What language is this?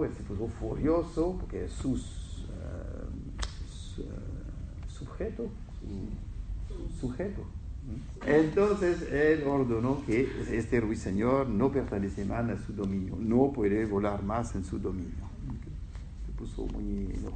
Spanish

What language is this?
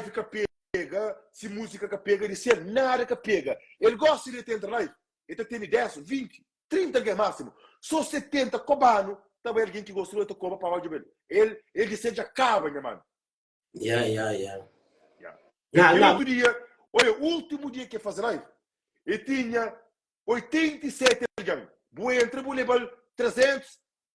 Kabuverdianu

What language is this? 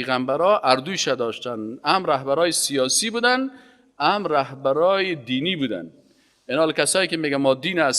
Persian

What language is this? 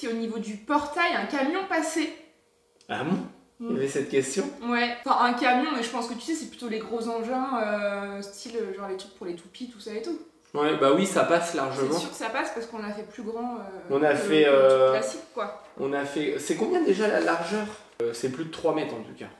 French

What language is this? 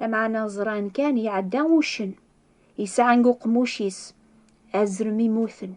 Kabyle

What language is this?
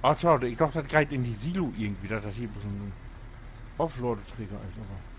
Low German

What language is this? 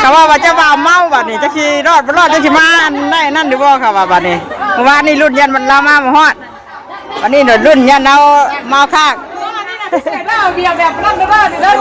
Northeastern Thai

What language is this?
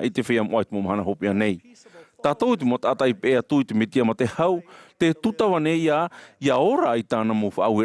Tahitian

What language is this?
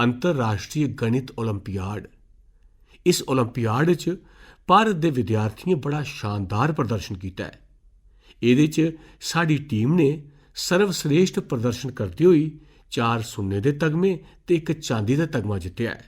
Dogri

